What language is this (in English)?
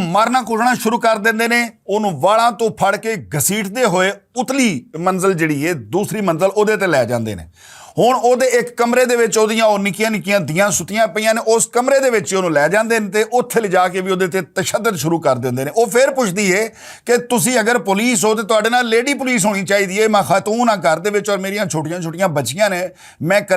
Western Panjabi